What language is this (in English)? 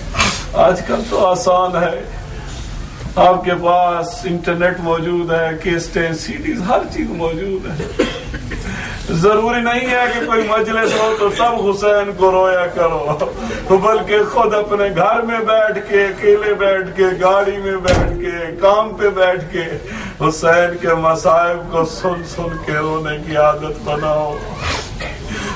Urdu